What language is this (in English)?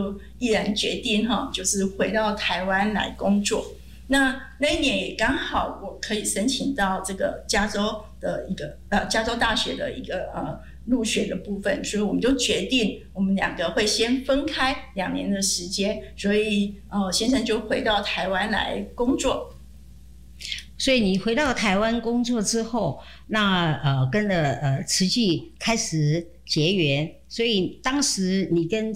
Chinese